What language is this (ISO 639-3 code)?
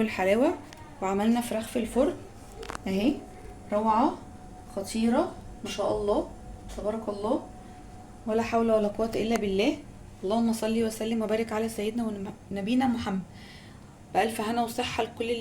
arz